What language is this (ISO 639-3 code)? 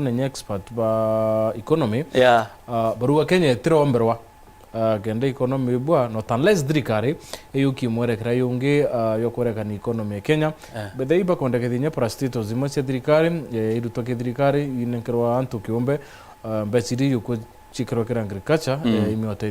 mer